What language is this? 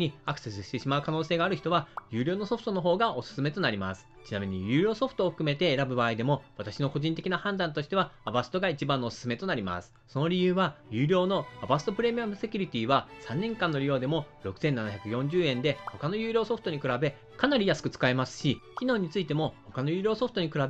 Japanese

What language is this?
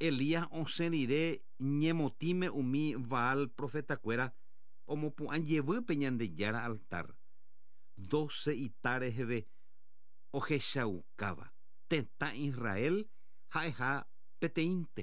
Guarani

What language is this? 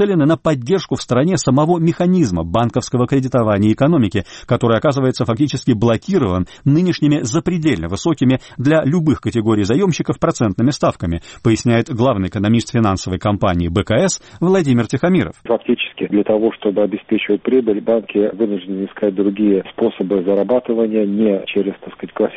Russian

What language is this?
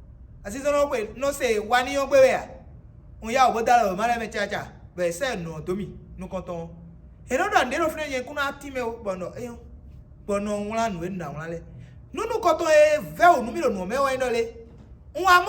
Fon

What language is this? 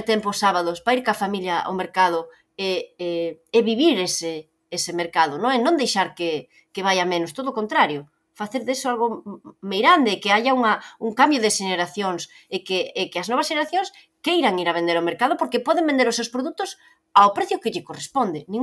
Galician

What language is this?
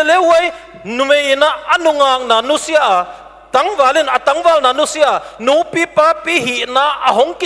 Paite Chin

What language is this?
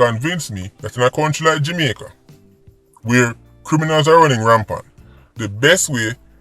Jamaican Creole English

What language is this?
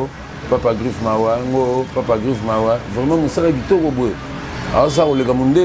Lingala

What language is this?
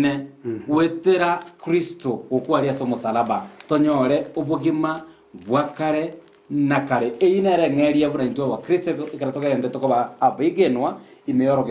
Gusii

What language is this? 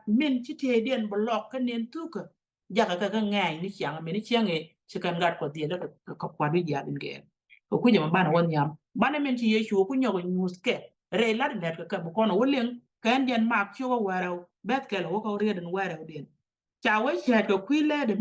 Nuer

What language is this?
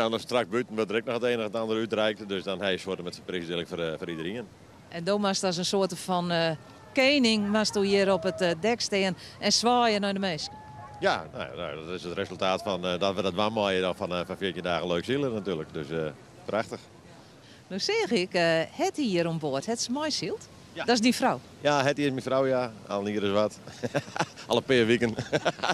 Western Frisian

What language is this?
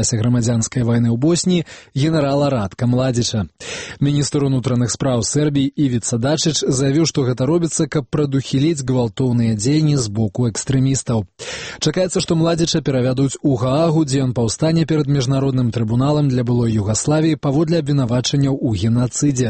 Belarusian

